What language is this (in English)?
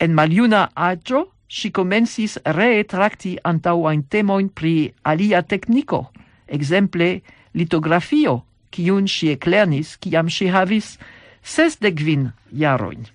Esperanto